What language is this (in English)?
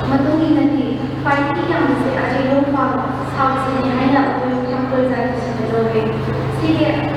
Manipuri